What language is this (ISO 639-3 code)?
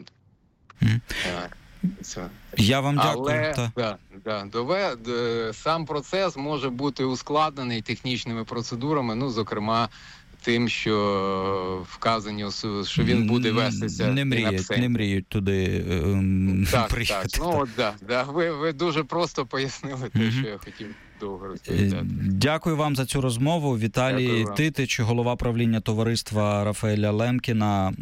ukr